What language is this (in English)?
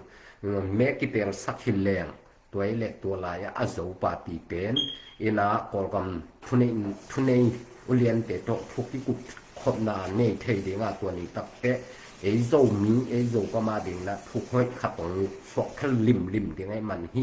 Tedim Chin